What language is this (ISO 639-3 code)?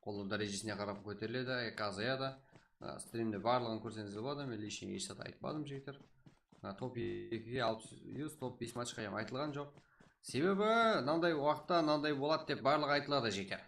kaa